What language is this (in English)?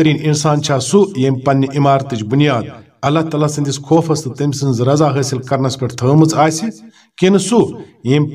Kashmiri